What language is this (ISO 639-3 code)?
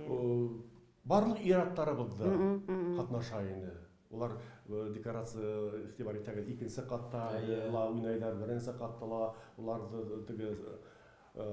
bak